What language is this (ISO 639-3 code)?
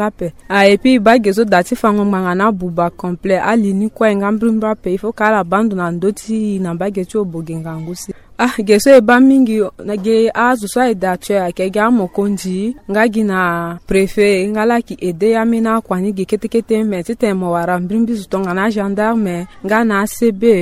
sag